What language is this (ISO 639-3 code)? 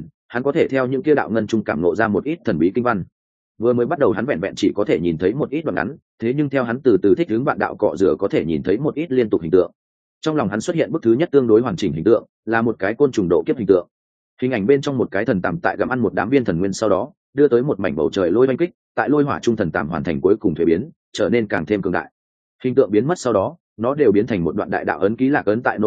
vie